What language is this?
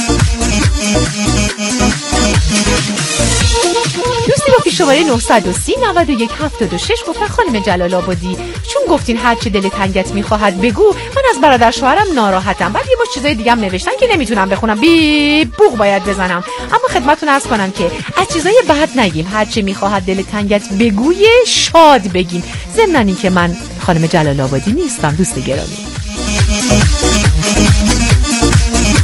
Persian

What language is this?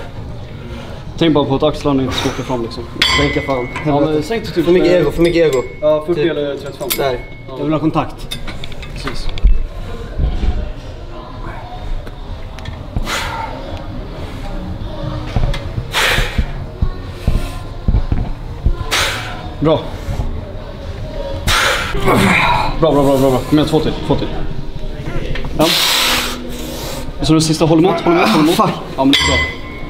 Swedish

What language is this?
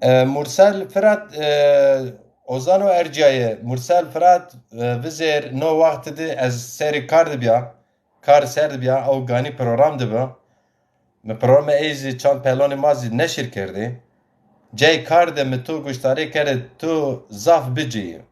Zaza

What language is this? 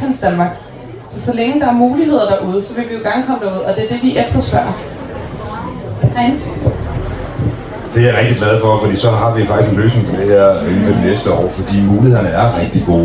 Danish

